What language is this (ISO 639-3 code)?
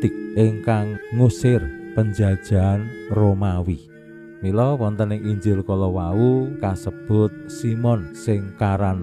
jav